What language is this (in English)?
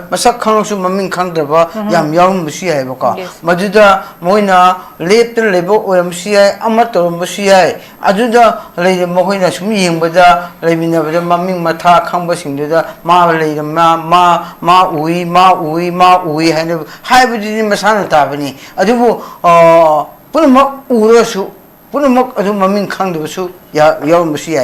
Manipuri